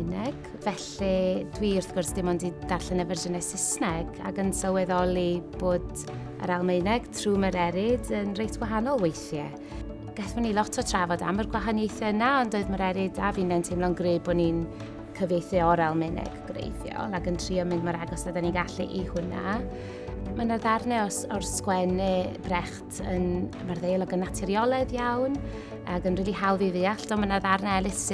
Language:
Welsh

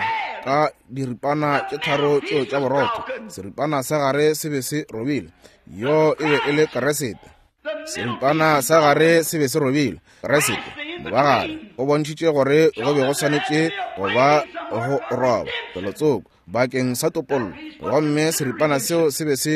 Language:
Northern Sotho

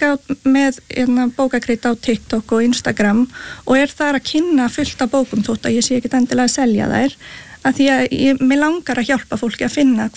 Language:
Icelandic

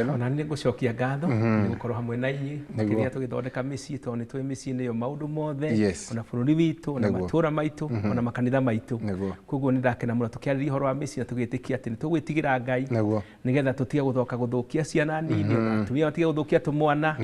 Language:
Kikuyu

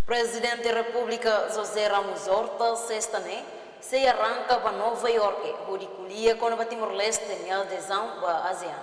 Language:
Tetum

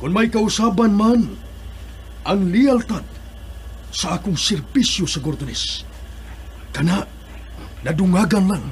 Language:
Cebuano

